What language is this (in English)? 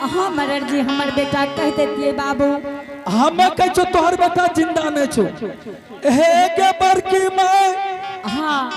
Angika